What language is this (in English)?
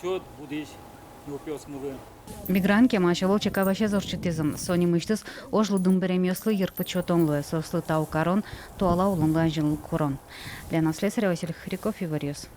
Udmurt